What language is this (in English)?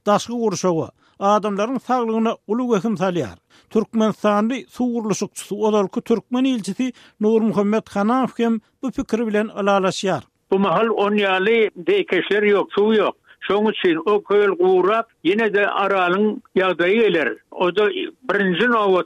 Turkmen